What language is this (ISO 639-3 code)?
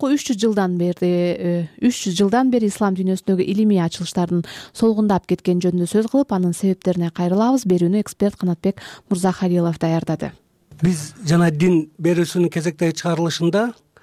kir